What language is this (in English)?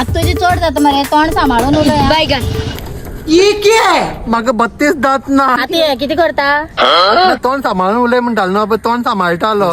Konkani